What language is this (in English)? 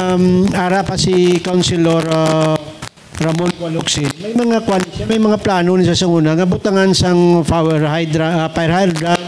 Hiligaynon